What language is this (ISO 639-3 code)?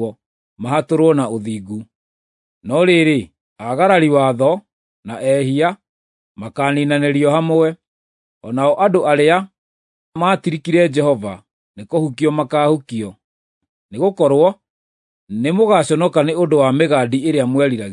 kik